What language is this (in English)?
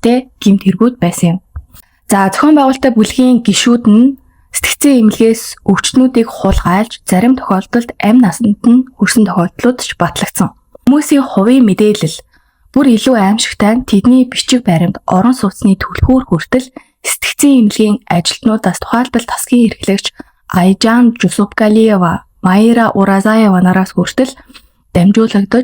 Mongolian